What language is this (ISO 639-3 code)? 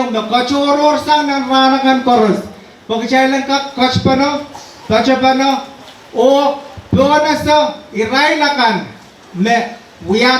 pon